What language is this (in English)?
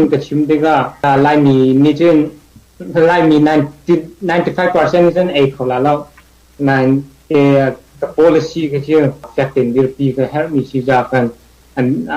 Hakha Chin